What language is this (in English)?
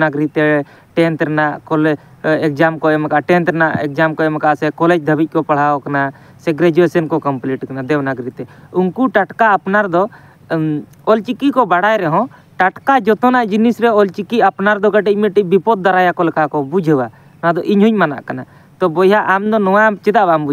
Santali